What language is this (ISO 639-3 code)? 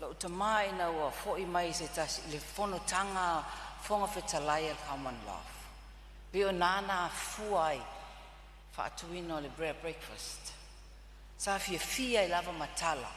smo